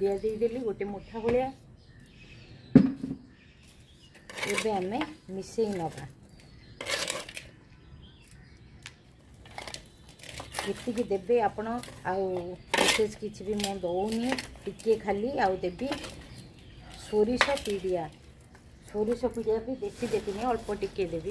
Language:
Odia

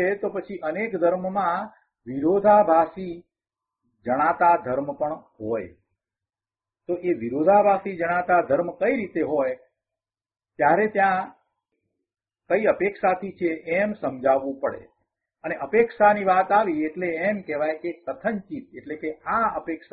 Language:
Gujarati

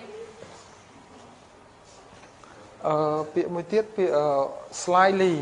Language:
Khmer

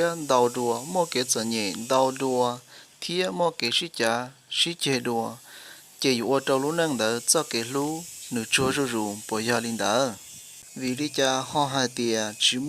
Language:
Hmong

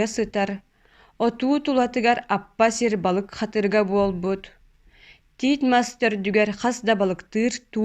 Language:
Yakut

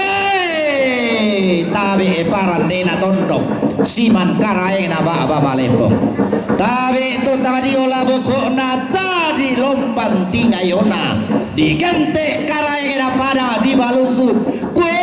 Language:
Toraja-Sa'dan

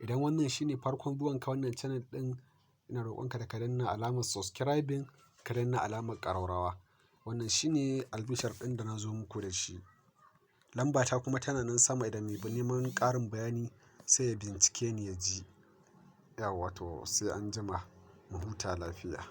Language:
Hausa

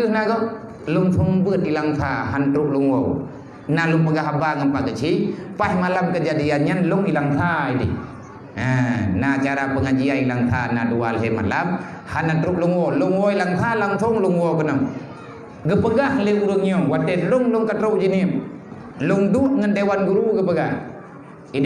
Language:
Achinese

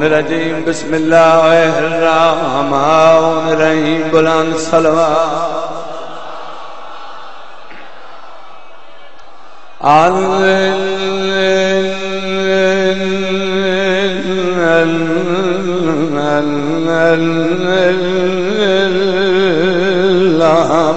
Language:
Urdu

